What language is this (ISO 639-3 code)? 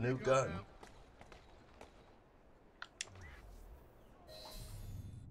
eng